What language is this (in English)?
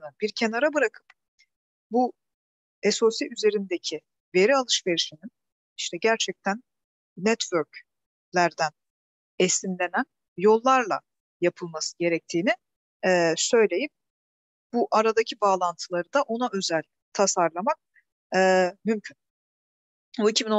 Turkish